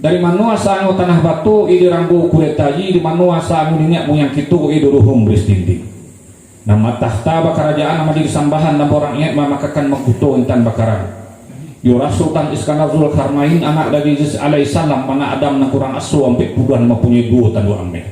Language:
Minangkabau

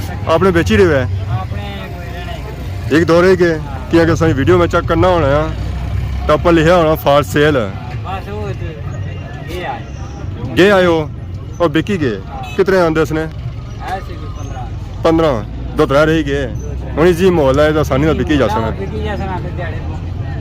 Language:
Pahari-Potwari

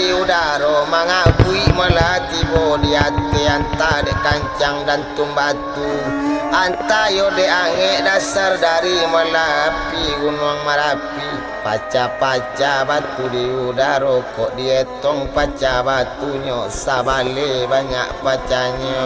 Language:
Minangkabau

